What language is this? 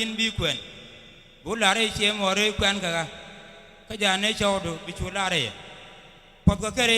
Nuer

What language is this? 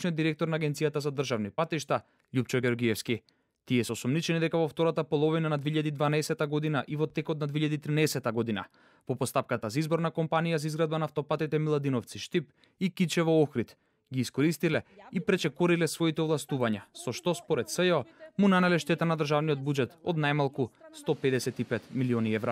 Macedonian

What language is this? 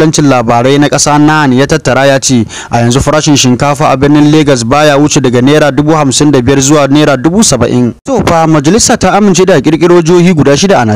Hausa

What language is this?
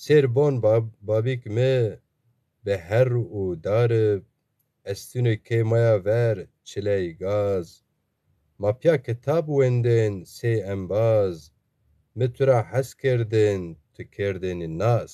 Zaza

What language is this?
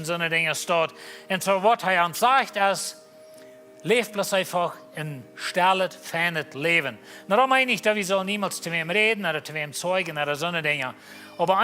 Plautdietsch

